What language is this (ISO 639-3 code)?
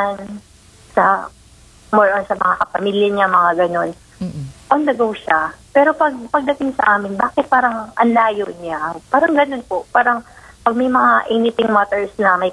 fil